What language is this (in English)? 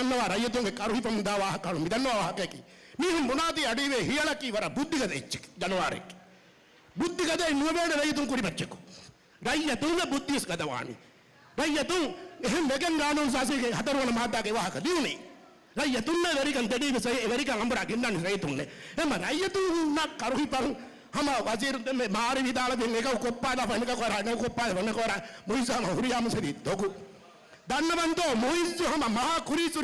Divehi